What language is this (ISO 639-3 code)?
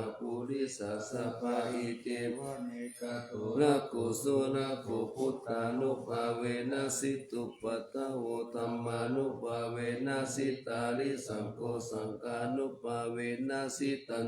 pli